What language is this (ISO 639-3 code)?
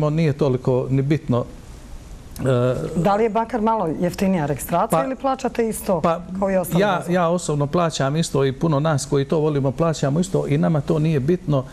bos